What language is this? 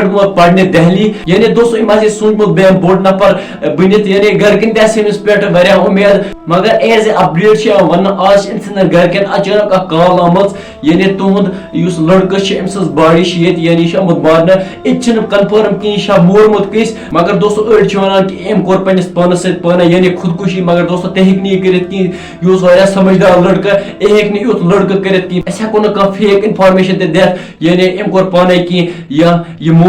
Kashmiri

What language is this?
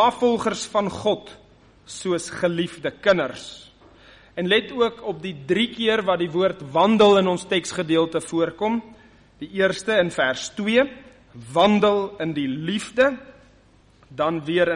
Afrikaans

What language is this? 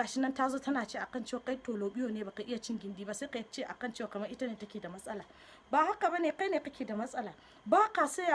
Hausa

